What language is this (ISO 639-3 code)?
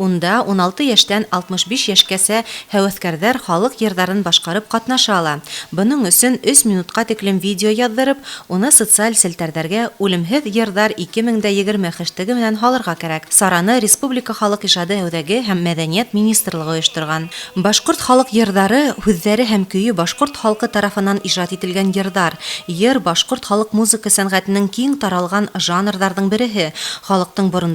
bak